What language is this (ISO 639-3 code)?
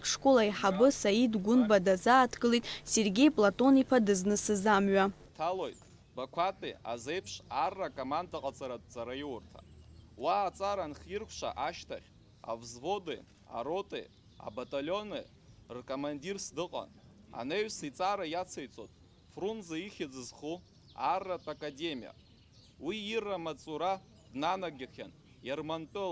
abk